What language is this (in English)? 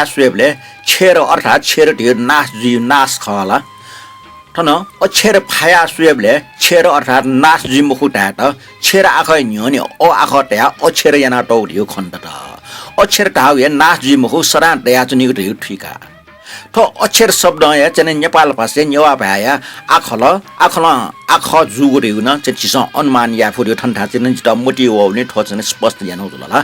Newari